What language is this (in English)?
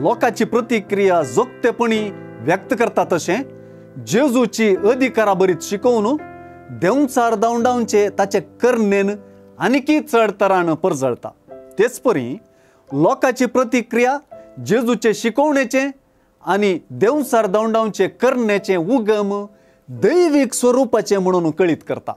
Konkani